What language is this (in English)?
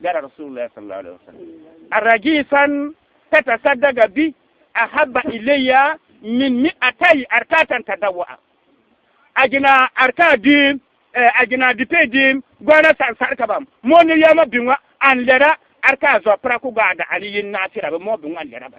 Bissa